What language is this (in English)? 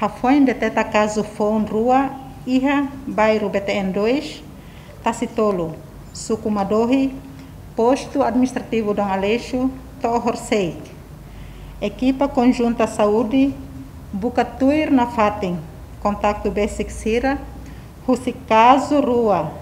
Tetum